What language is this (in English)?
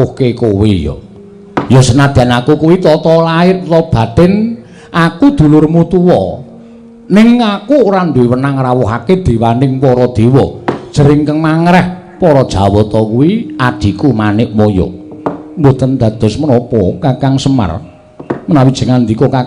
Javanese